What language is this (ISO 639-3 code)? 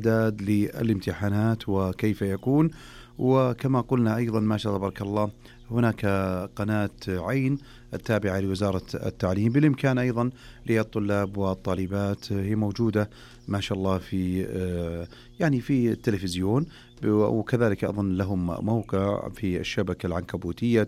ars